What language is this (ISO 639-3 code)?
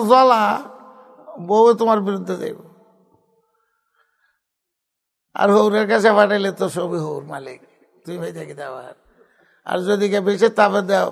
ben